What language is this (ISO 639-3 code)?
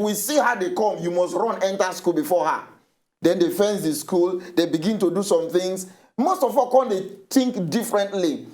pcm